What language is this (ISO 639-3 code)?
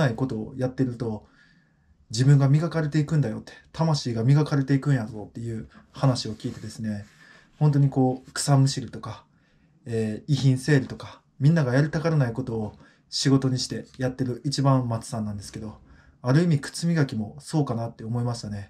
jpn